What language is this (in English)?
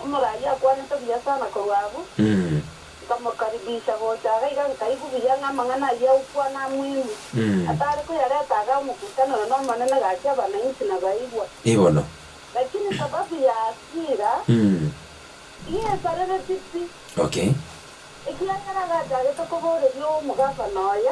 Gusii